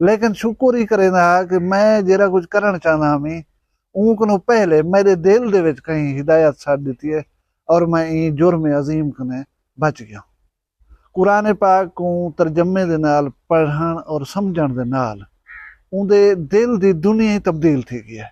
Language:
Saraiki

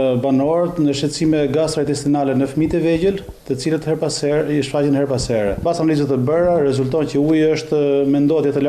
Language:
Albanian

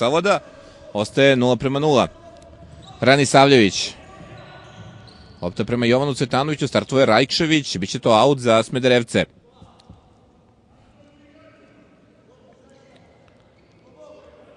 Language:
Serbian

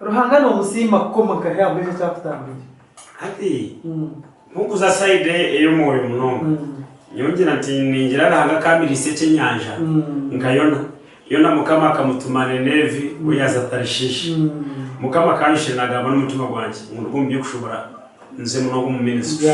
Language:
Nyankole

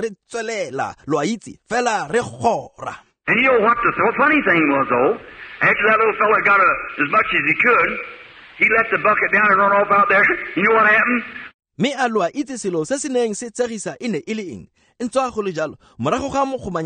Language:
Tswana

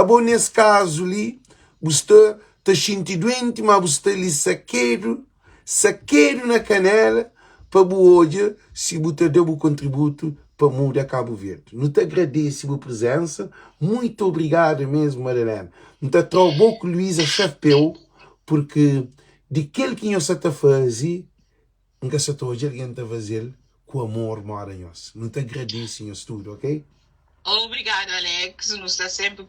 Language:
Kabuverdianu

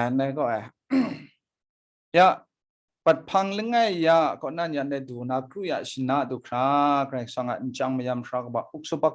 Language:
Kachin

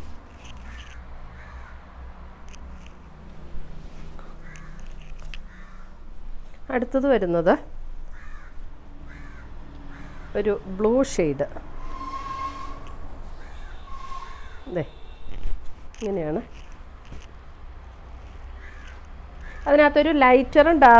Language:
Malayalam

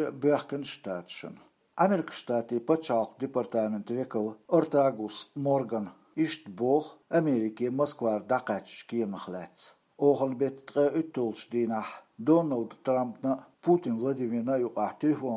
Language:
Chechen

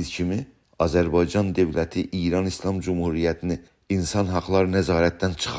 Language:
South Azerbaijani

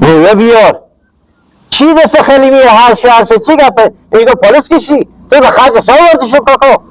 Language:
Hazaragi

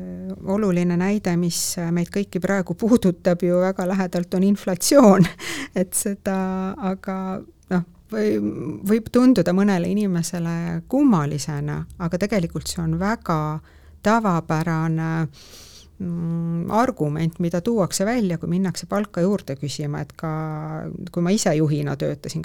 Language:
Estonian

